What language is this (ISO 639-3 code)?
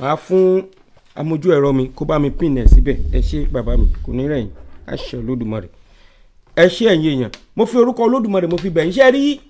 yor